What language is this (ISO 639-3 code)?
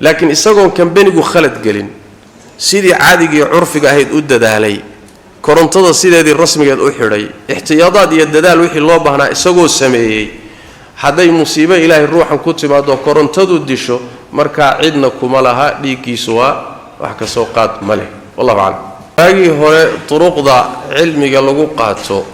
som